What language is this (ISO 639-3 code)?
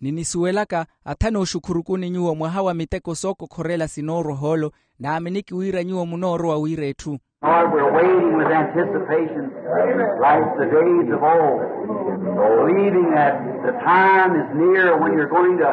vmw